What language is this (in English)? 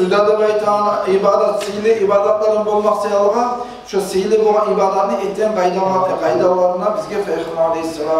Kumyk